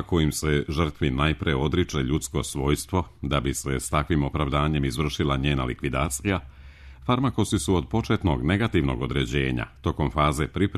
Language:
Serbian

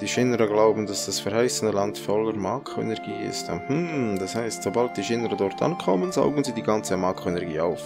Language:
Swiss German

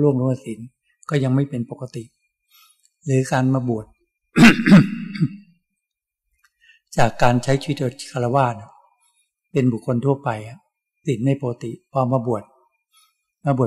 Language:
Thai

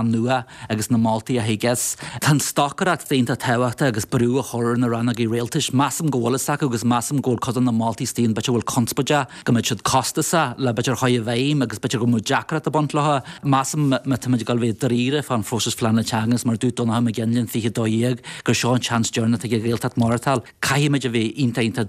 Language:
Irish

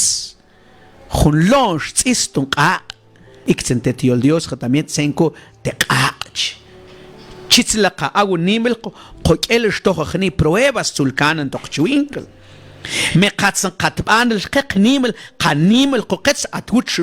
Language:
Mam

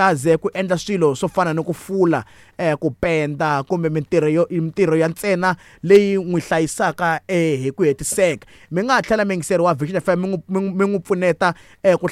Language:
Tsonga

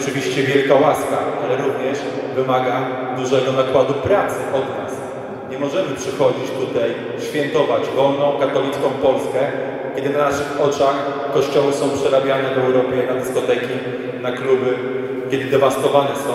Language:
Polish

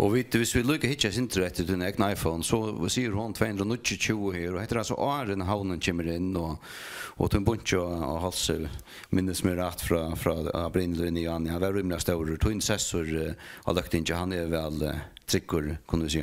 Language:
Faroese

